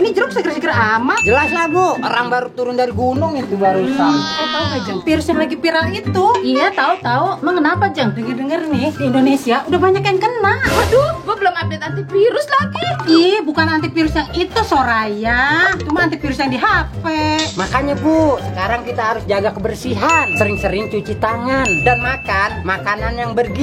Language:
Betawi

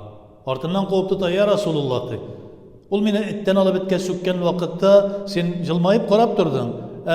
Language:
Tatar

